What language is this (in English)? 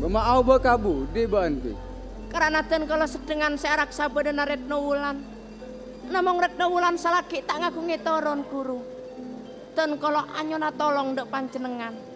Madurese